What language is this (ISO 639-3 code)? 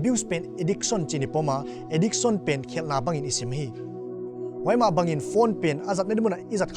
pck